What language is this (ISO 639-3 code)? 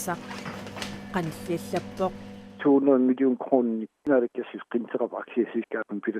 kal